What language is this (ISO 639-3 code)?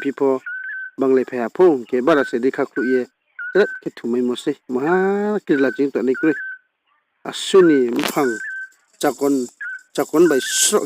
ria